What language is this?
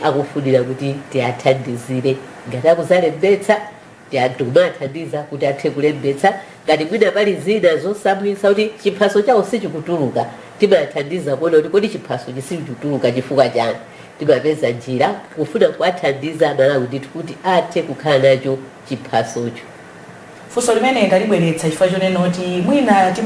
Nyanja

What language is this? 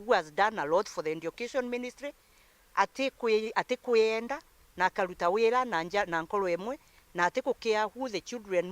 Meru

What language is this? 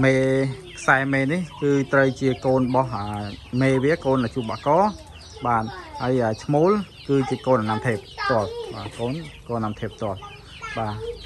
Khmer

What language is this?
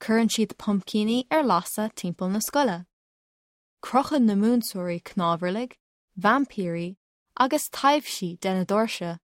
Irish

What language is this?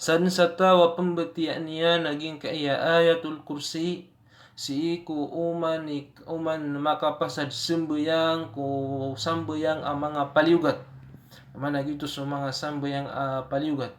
Maranao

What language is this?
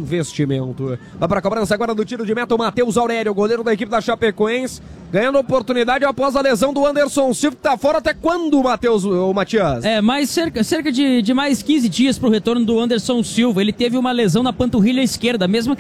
Portuguese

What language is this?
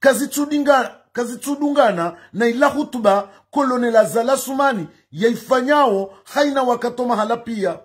Ngazidja Comorian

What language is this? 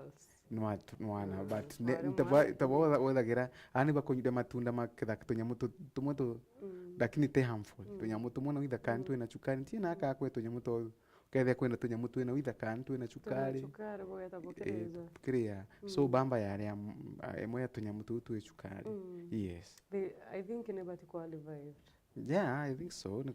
Meru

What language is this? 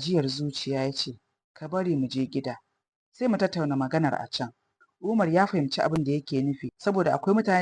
Hausa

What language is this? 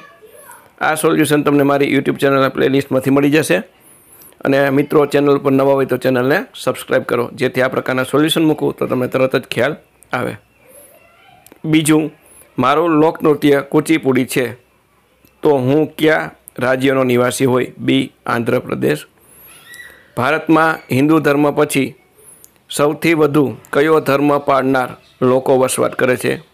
Gujarati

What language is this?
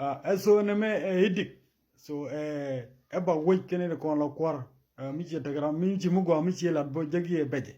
Nuer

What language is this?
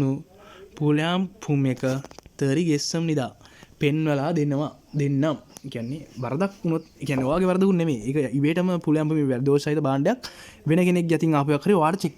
Sinhala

